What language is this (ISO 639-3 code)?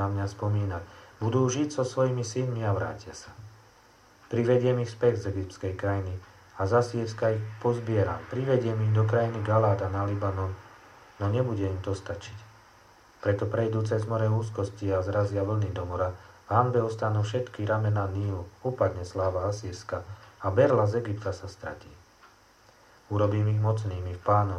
slk